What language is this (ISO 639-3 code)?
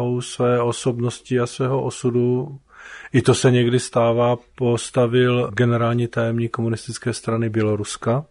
ces